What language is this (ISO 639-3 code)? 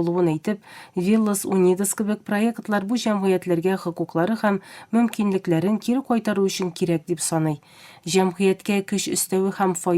tat